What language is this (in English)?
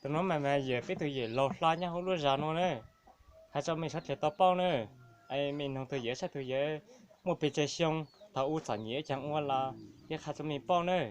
Hmong